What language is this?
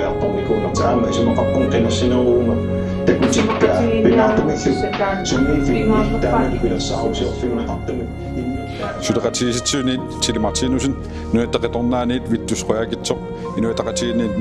Kalaallisut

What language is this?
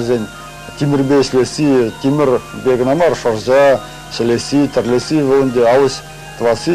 Chuvash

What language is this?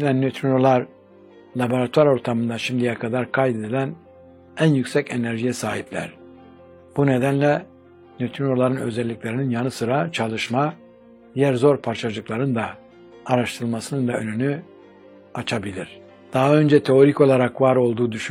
Turkish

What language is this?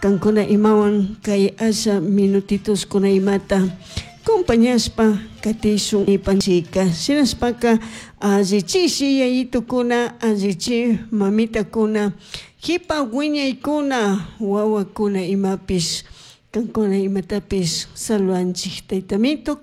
Chimborazo Highland Quichua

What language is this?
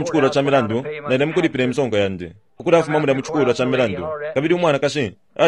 Bemba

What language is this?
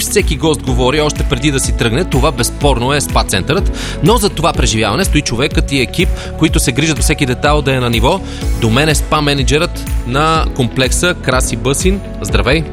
Bulgarian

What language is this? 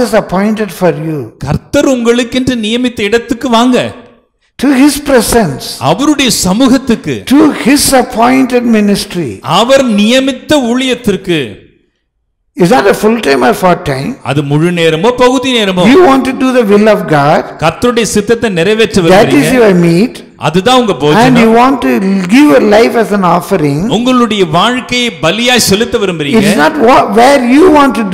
Tamil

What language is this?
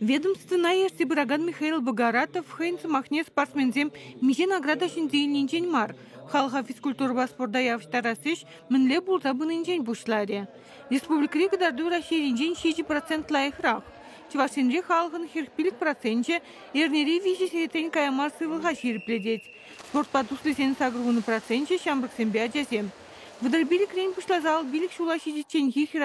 Chuvash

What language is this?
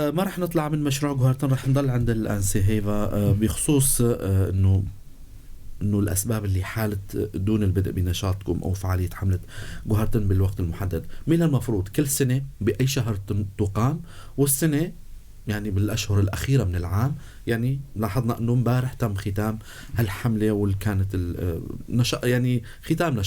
North Levantine Arabic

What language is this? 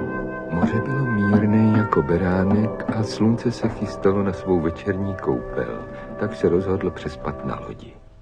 Czech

